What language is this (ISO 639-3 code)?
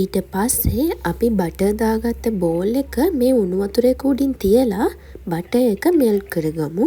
sin